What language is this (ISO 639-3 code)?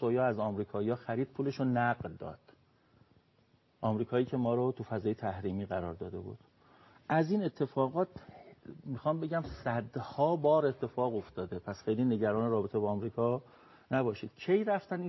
fas